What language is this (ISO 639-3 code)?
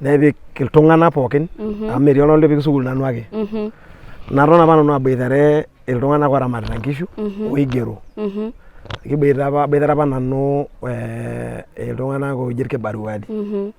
mas